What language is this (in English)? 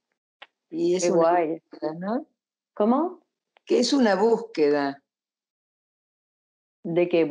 Spanish